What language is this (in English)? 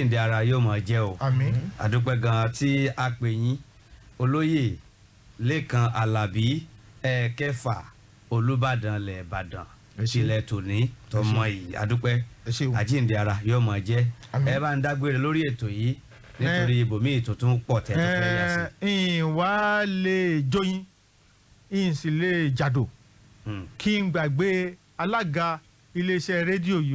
Yoruba